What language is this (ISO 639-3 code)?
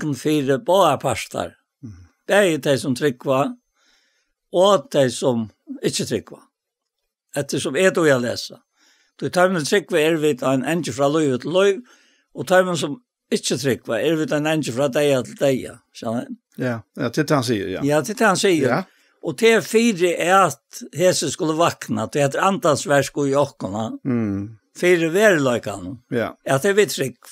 fao